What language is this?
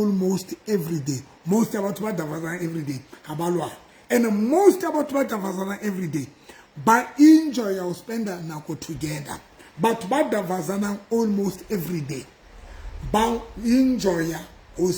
Southern Sotho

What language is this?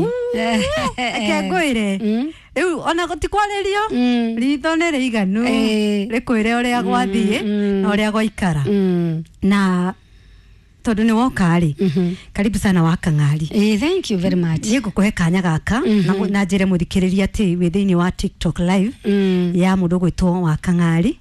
Kikuyu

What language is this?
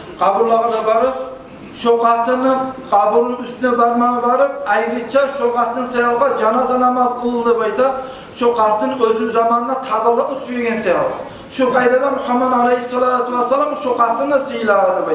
Kumyk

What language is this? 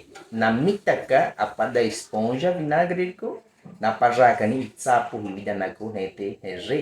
Baniwa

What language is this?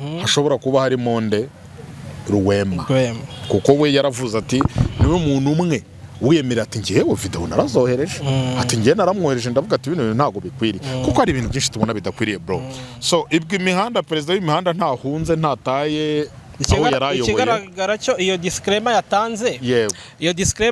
Kinyarwanda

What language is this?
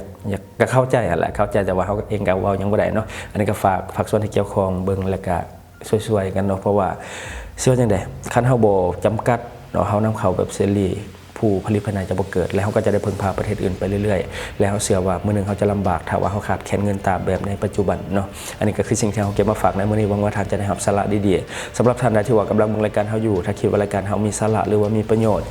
Lao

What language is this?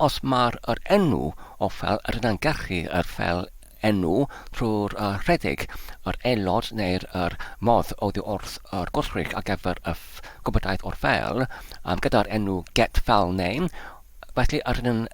Welsh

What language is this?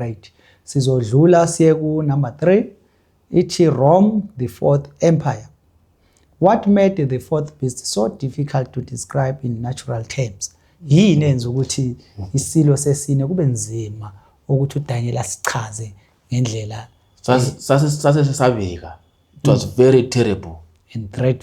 Zulu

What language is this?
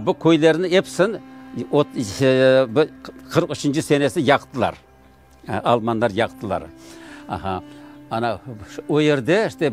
Crimean Tatar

